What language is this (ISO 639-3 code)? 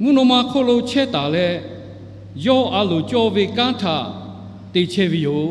lhu